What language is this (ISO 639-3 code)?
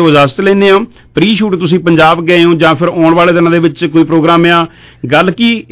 pan